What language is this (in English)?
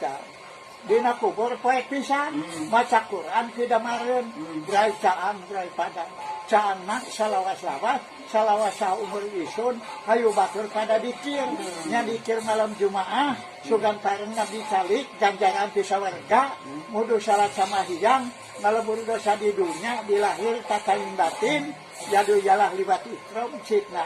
Sundanese